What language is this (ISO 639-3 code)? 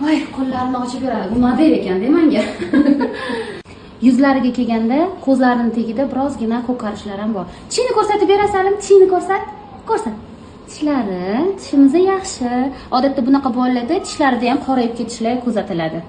uzb